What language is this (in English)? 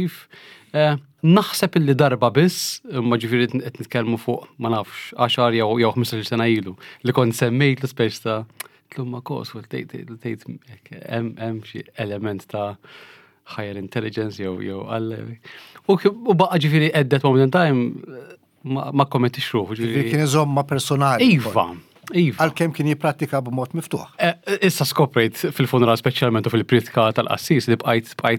Maltese